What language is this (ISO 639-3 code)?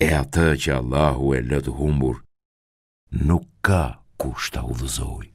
sqi